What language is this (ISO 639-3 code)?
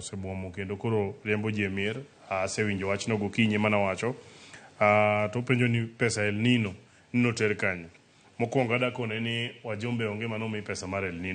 luo